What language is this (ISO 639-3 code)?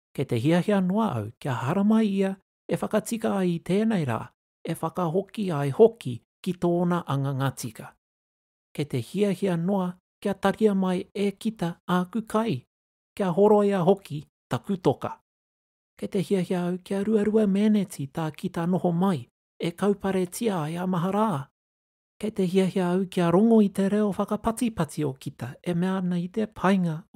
mri